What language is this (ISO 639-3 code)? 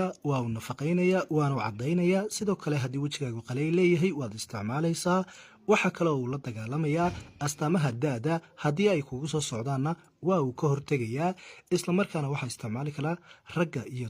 som